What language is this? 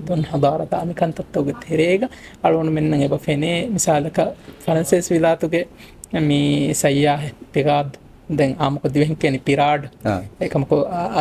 Divehi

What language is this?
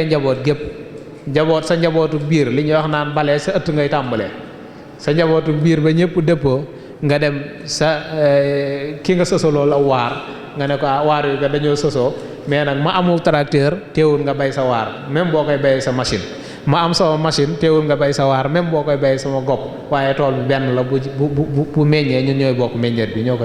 Wolof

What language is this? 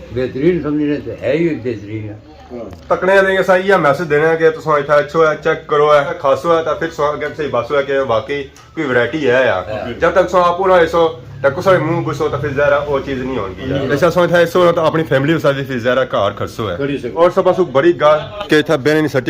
Pahari-Potwari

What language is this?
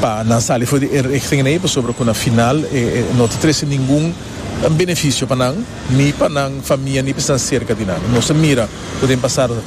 Papiamento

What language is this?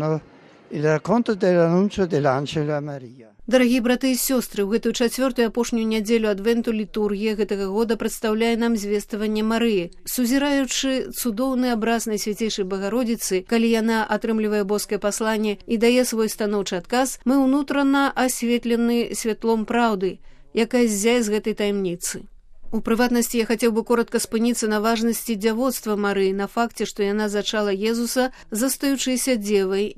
Belarusian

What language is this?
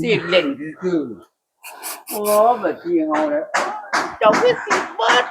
Northeastern Thai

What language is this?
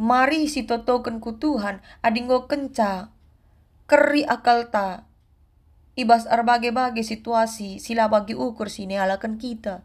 Batak Karo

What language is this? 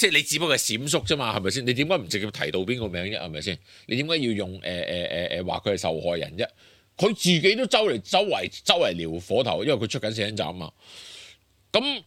Cantonese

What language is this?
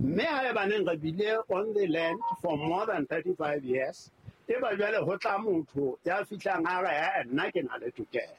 Southern Sotho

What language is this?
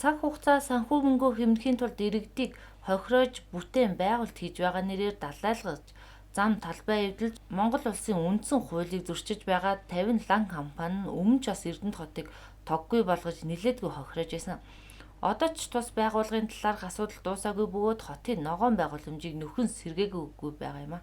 Mongolian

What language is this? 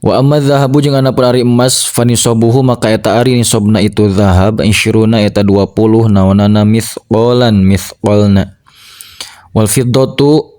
Sundanese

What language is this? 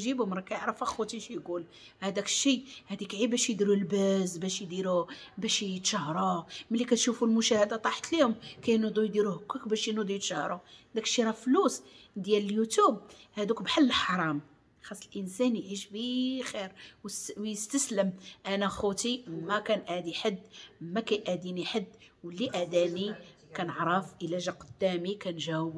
Moroccan Arabic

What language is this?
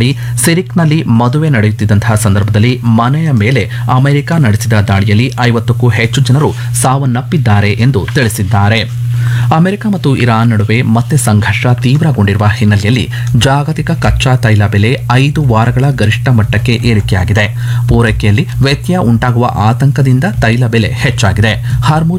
Kannada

